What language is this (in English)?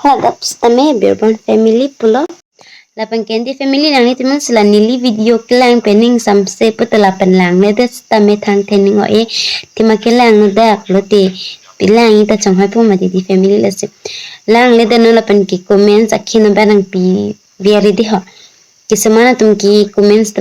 Karbi